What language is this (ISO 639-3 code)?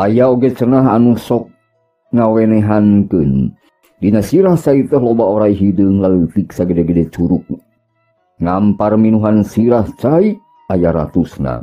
sun